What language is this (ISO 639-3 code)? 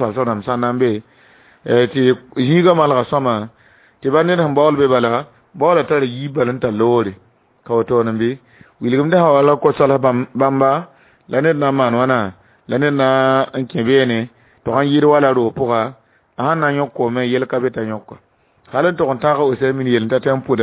mos